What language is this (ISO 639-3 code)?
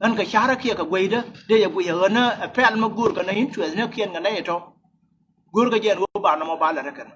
nus